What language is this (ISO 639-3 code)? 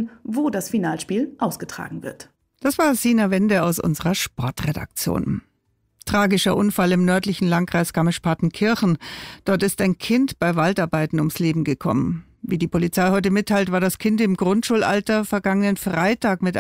deu